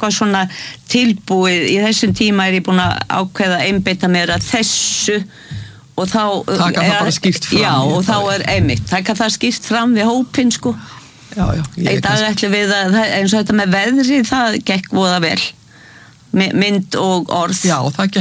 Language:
Icelandic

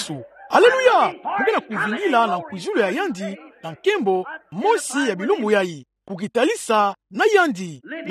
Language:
Kituba (Democratic Republic of Congo)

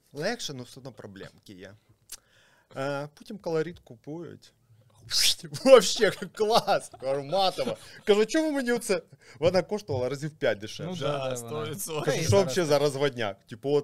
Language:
Ukrainian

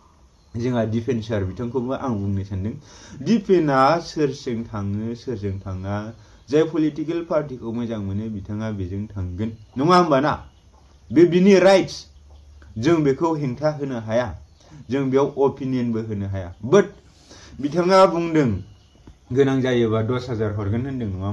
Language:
Bodo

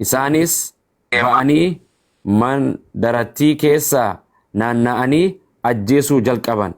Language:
Oromo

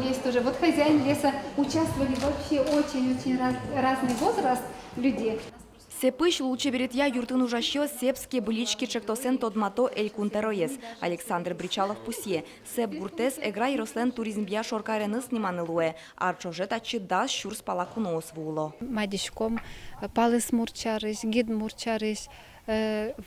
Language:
Udmurt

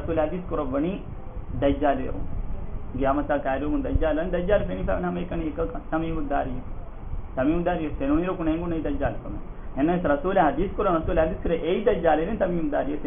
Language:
Divehi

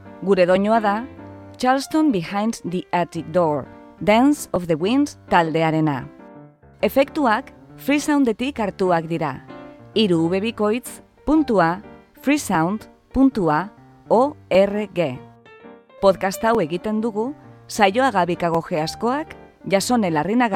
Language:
Basque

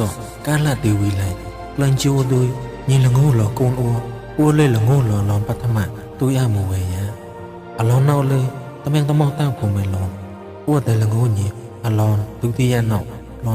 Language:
Mon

